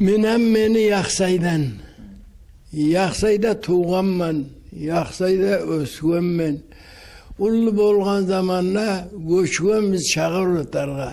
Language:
Kumyk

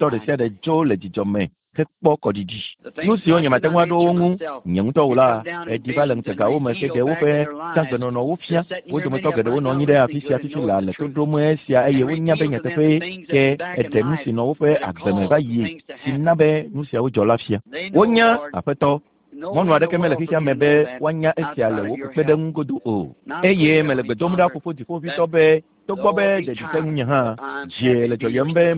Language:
Ewe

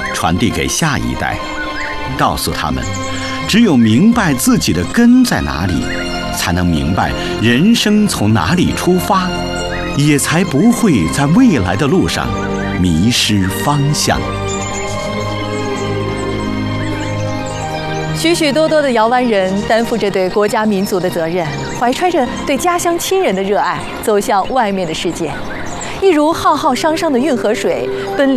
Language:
Chinese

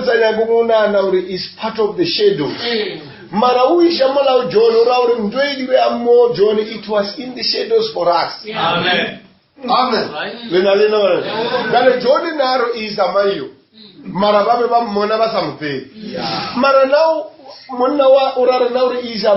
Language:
Northern Sotho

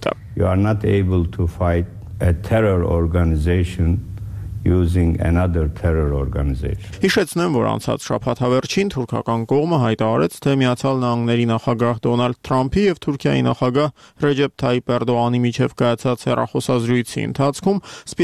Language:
Armenian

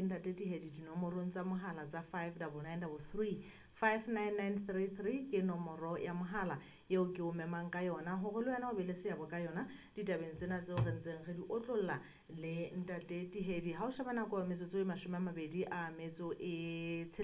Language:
Southern Sotho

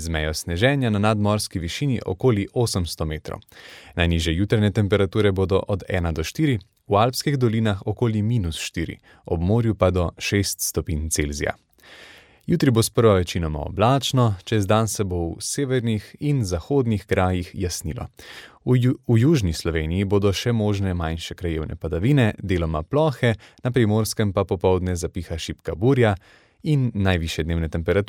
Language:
Slovenian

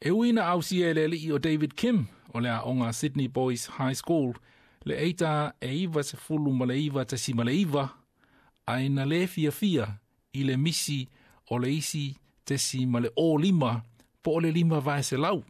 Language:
Samoan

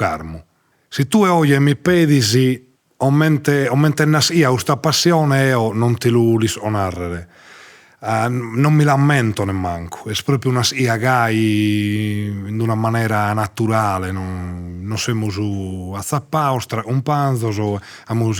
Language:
Sardinian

